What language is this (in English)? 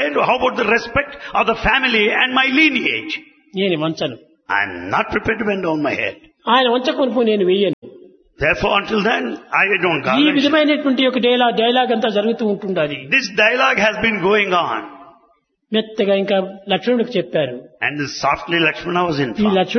Telugu